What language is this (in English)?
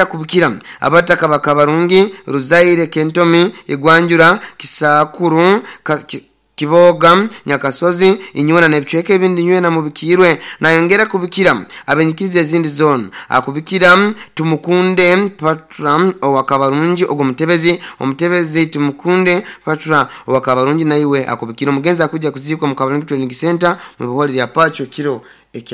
Nyoro